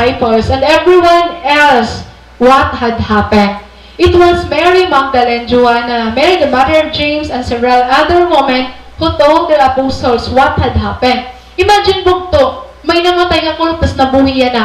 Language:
Waray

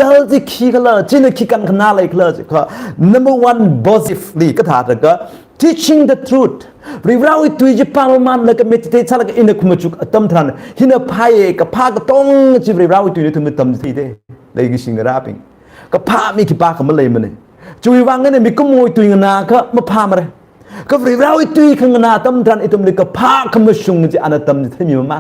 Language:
Tangkhul Naga (India)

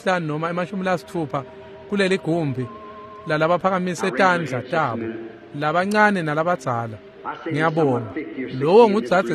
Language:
Swati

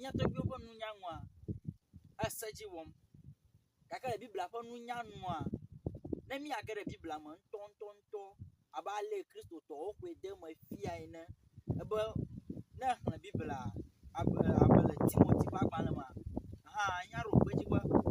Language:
Ewe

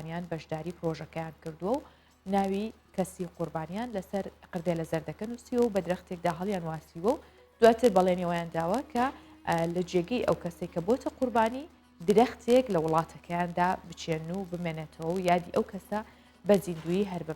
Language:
Central Kurdish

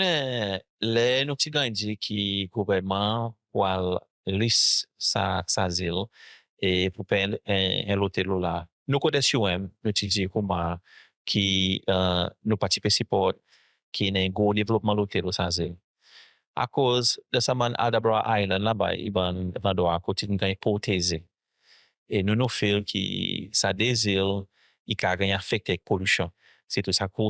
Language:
Seselwa Creole French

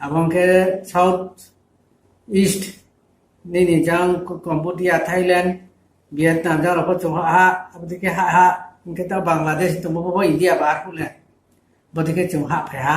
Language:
Riang (India)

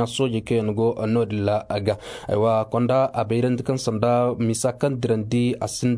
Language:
Koyraboro Senni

